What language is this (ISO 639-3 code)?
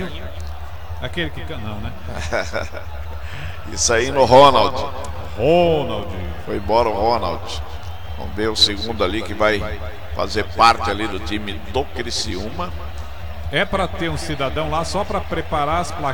por